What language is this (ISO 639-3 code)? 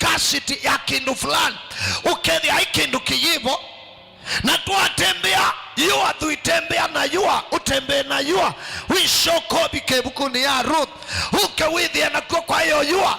kam